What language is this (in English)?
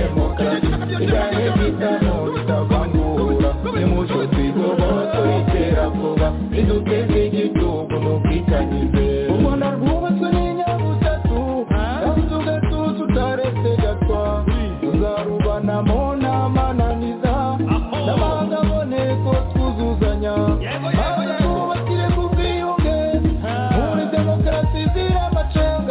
Kinyarwanda